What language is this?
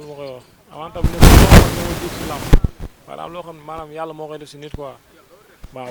Wolof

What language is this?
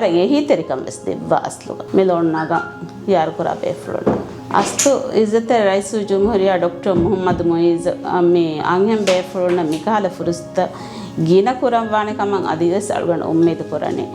Divehi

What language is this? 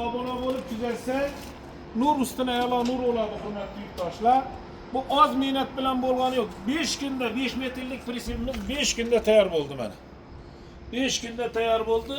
Uzbek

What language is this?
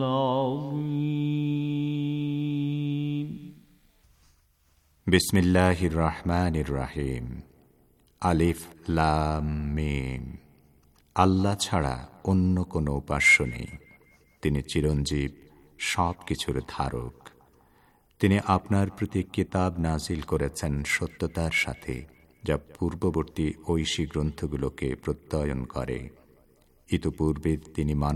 Bangla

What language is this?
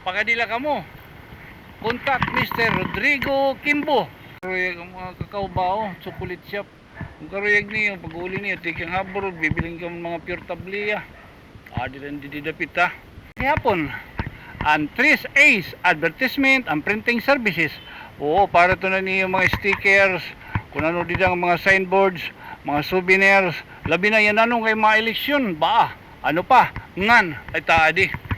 Waray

